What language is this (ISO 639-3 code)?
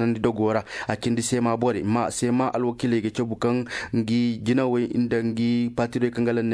ses